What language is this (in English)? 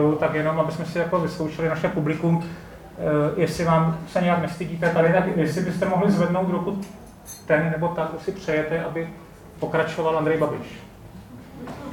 Czech